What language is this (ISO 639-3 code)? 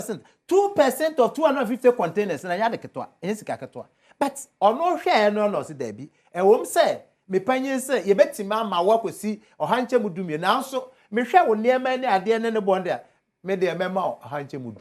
aka